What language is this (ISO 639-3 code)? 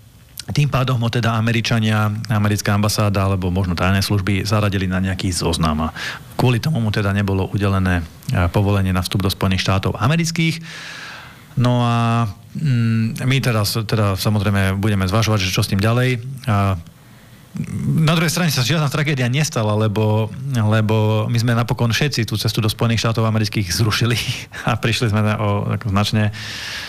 slk